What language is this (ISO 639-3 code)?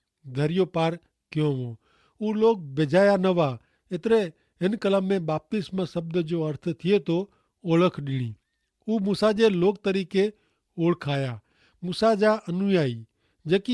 kfr